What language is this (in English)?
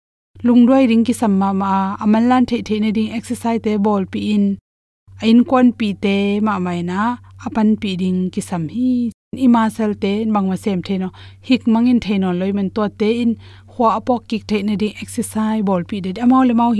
Tedim Chin